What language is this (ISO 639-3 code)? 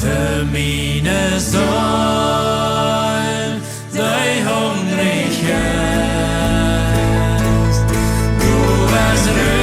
pdt